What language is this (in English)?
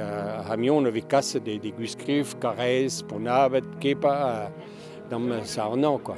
Breton